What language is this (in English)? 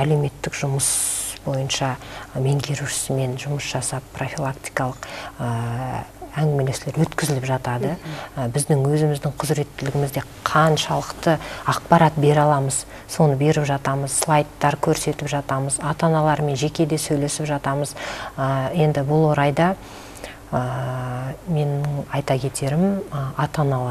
Kazakh